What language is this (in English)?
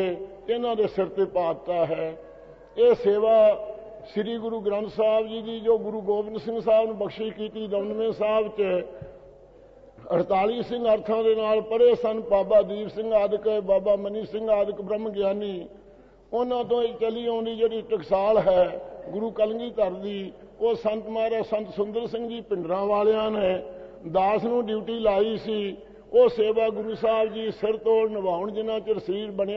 Punjabi